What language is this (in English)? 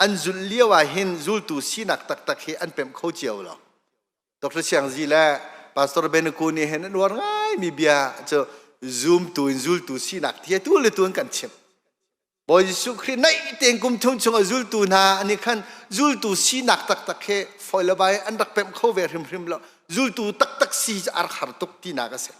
Hakha Chin